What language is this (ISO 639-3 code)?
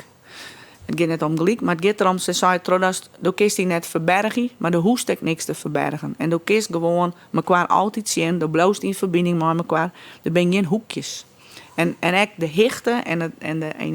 fry